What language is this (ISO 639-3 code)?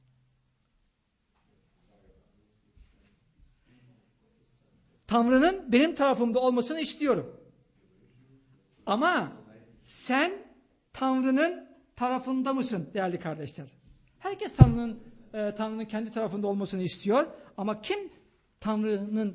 tur